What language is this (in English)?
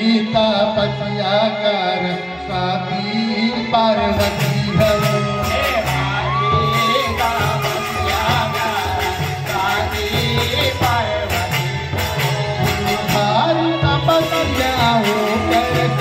Chhattisgarhi